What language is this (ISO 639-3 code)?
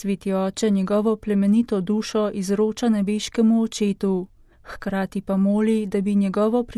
slv